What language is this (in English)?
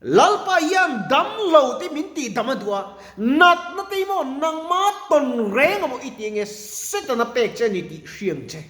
Mizo